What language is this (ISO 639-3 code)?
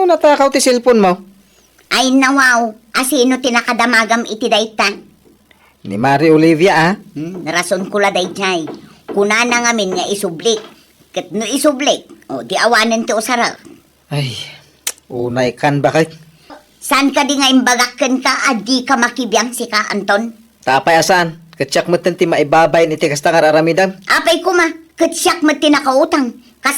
ilo